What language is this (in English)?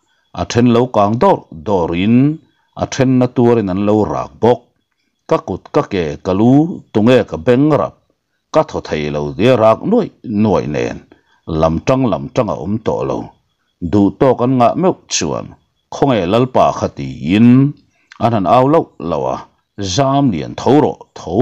Mizo